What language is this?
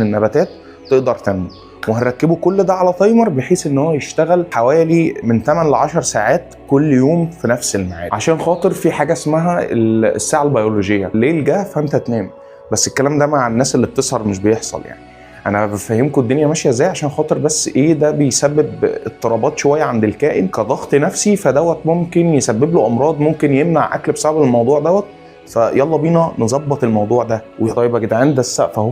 Egyptian Arabic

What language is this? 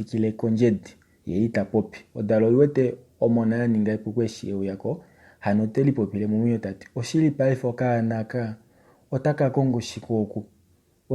Kuanyama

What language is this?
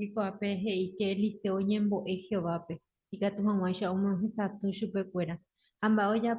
Guarani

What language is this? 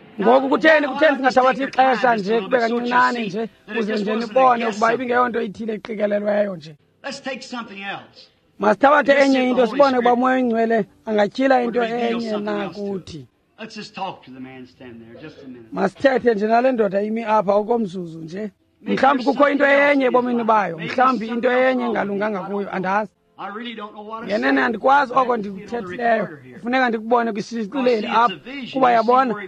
Xhosa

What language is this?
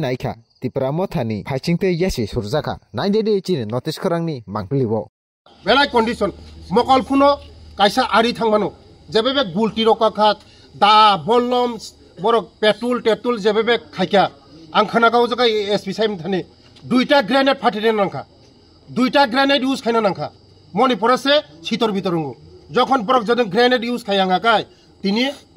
Kok Borok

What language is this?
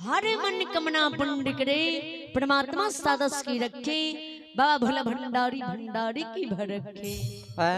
Maithili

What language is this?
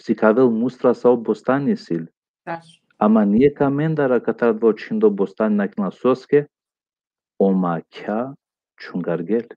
Balkan Romani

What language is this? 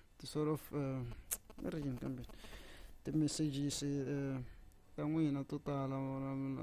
Tsonga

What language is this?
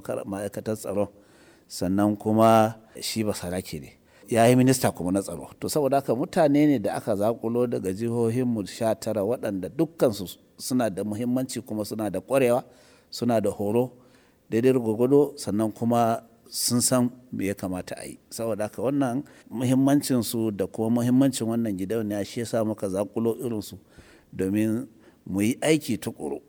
Hausa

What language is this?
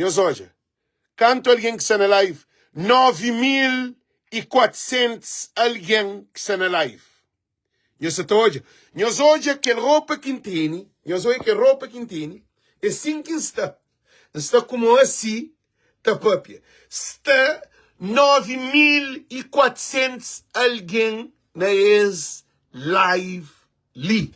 Kabuverdianu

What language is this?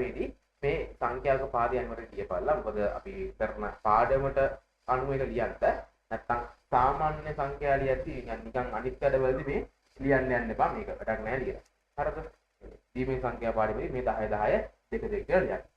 Sinhala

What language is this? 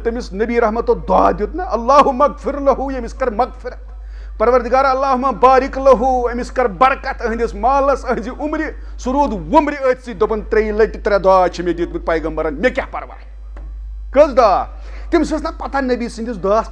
Kashmiri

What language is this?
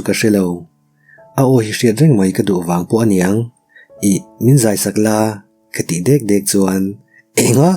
Mizo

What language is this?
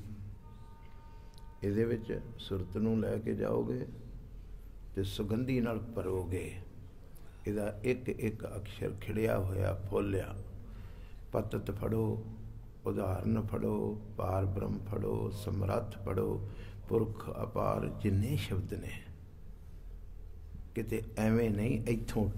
Punjabi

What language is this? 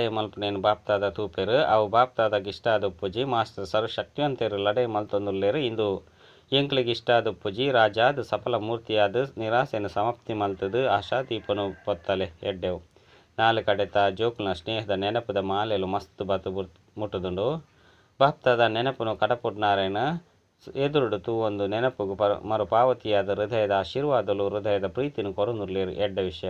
Tulu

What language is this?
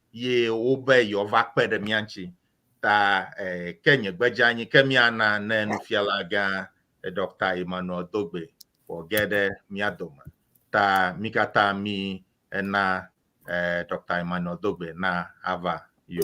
Ewe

